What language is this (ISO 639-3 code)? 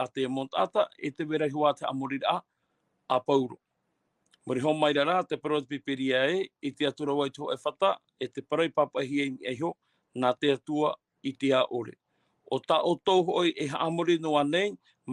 tah